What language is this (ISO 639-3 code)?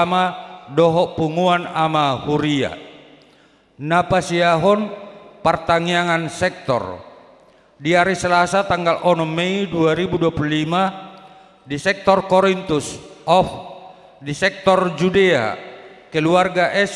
bbc